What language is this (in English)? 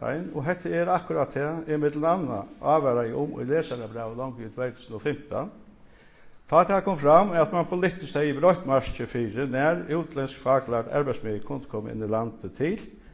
Faroese